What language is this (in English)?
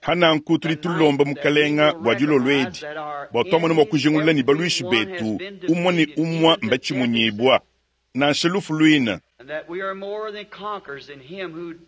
Luba-Lulua